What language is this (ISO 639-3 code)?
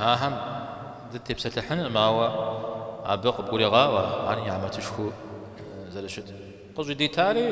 kbd